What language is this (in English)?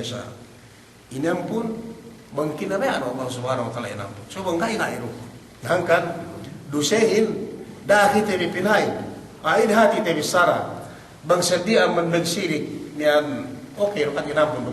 Yakan